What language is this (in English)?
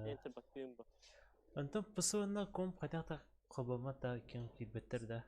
Yakut